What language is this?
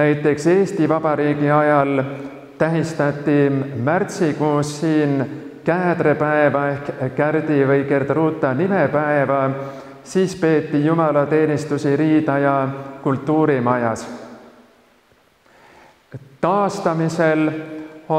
Estonian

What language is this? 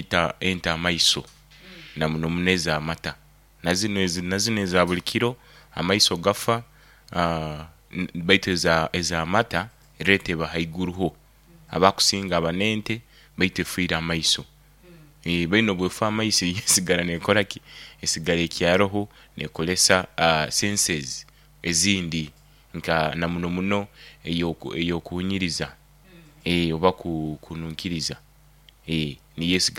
Nyoro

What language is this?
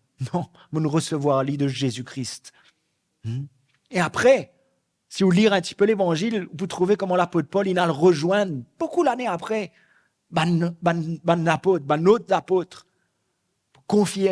Morisyen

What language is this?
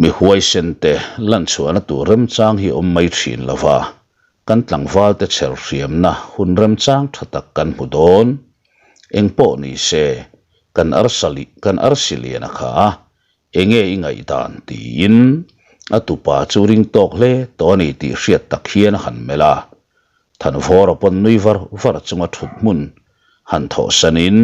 Mizo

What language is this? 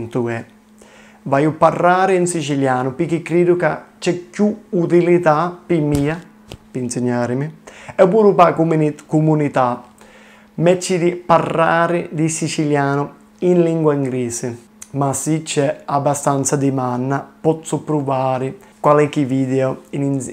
Sicilian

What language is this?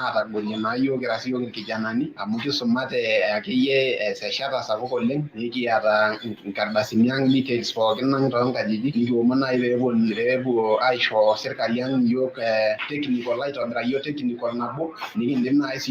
Masai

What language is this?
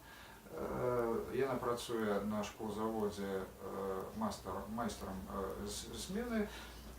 Belarusian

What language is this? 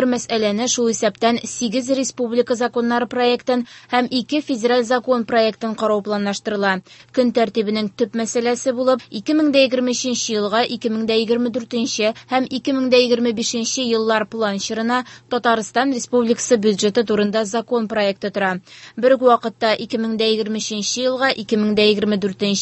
Tatar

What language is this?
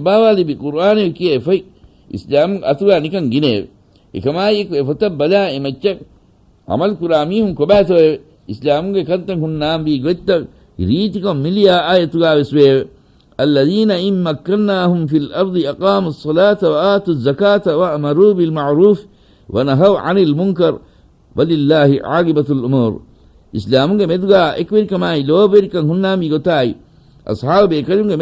Divehi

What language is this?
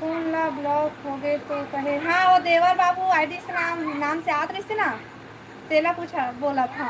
Chhattisgarhi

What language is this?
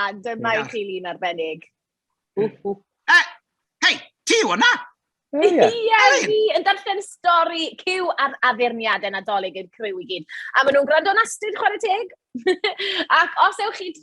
Welsh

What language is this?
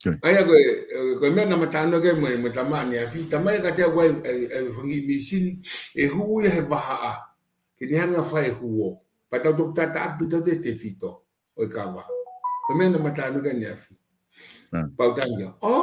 Tongan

